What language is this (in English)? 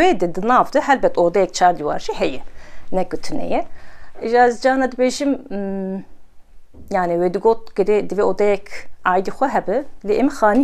Kurdish